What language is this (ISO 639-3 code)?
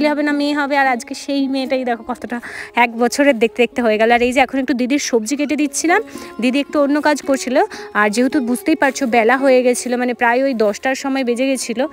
ben